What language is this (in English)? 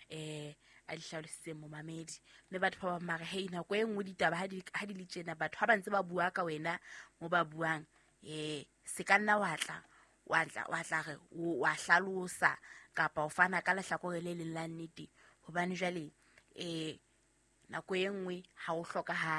Southern Sotho